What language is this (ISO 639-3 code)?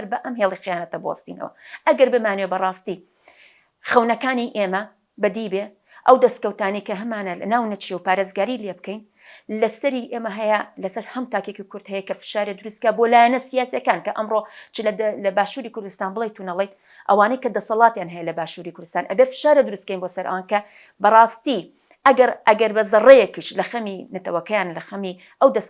ckb